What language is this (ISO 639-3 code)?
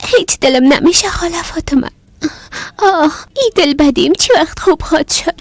fas